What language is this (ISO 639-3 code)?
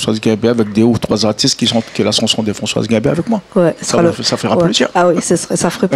rcf